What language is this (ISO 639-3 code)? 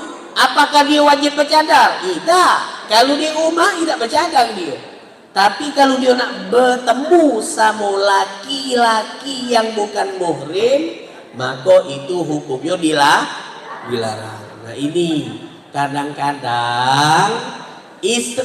mui